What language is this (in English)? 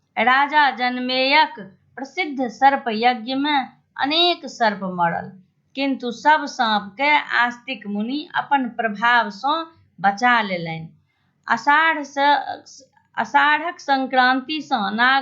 Maithili